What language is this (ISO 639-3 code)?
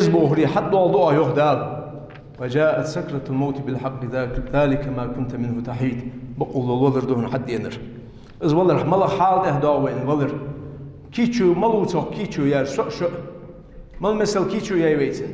inh